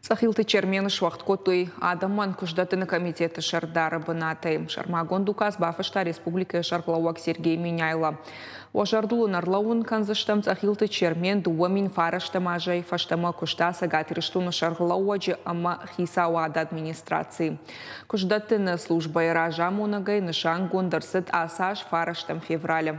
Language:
Ossetic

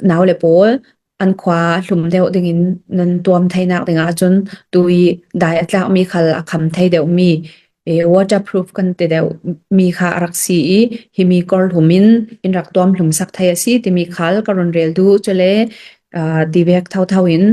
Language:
Hakha Chin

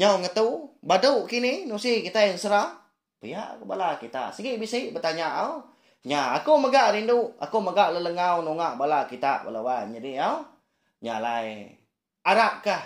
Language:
Iban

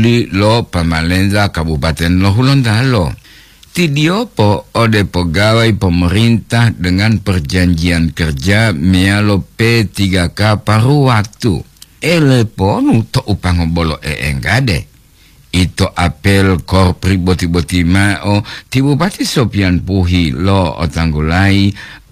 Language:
Gorontalo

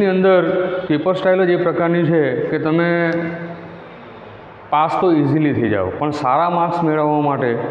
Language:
Gujarati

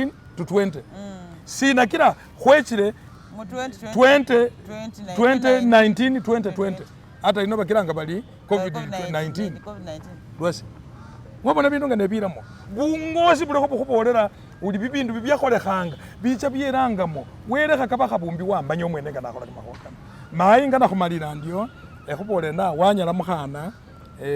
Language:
Masaaba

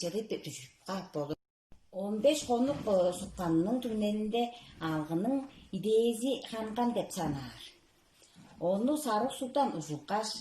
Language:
Tuvinian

